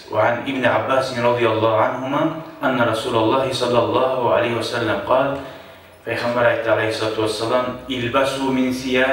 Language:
Kumyk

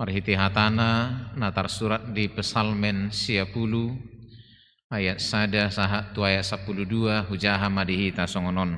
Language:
Batak Toba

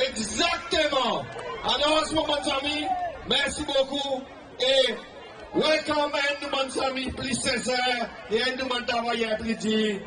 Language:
Seselwa Creole French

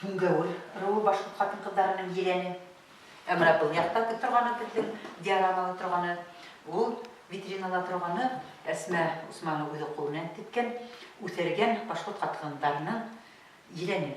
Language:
Bashkir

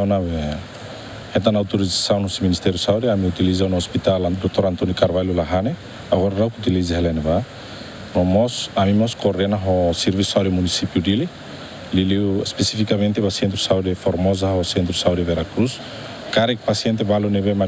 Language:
Tetum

